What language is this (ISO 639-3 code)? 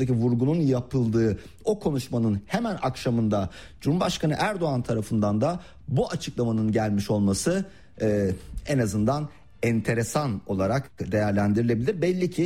tur